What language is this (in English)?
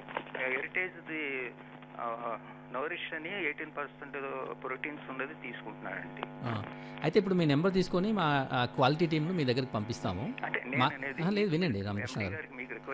Telugu